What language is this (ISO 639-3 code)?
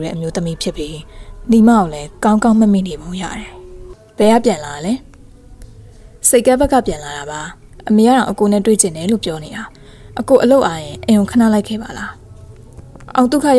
mya